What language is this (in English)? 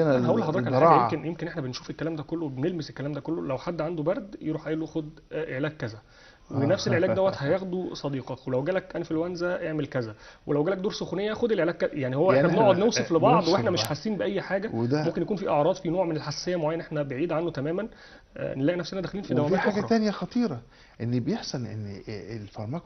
Egyptian Arabic